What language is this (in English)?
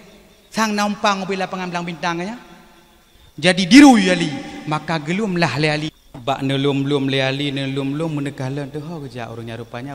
Achinese